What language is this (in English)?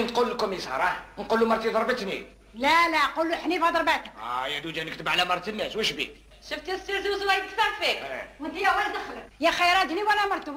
Algerian Arabic